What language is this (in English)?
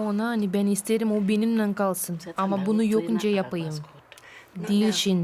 Gagauz